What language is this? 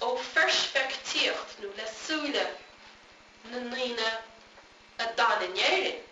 Irish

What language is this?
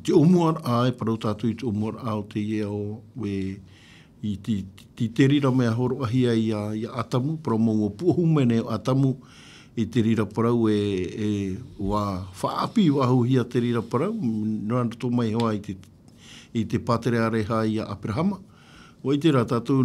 Tahitian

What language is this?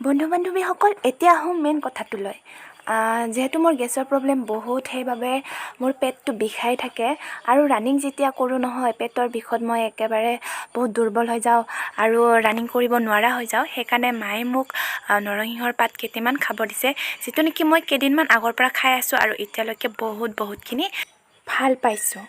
Assamese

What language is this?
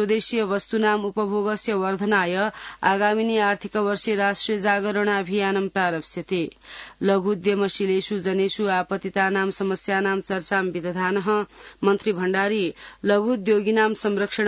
Sanskrit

